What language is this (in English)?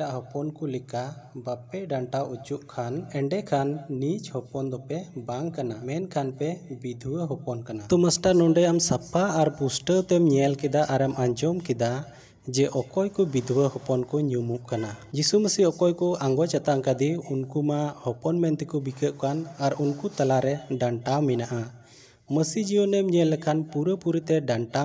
Santali